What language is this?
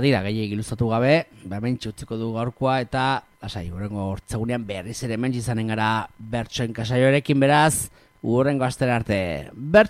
Basque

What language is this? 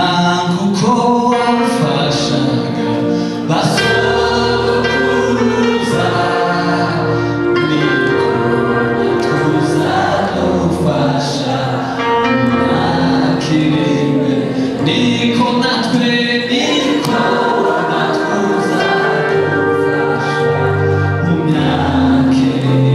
Kinyarwanda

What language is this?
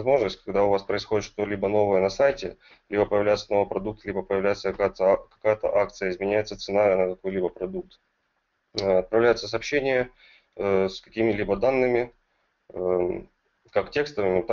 Russian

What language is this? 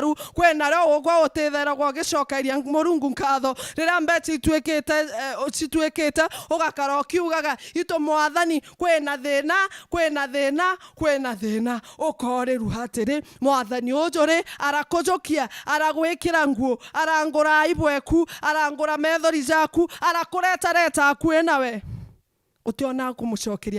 Meru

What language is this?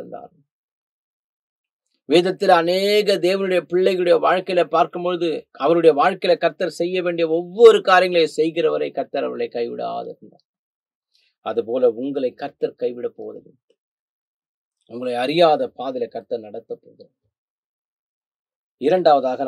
Tamil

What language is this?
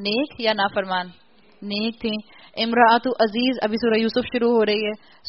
Urdu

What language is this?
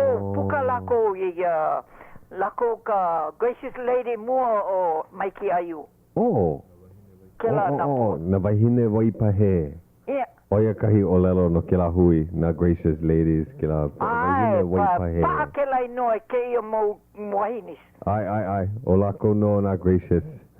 Hawaiian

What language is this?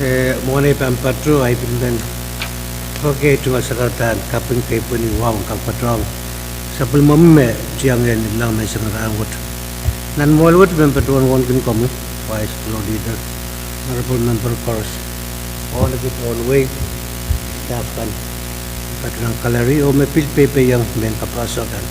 Pohnpeian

